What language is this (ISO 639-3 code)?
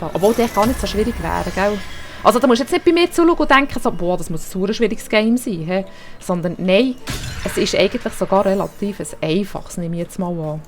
gsw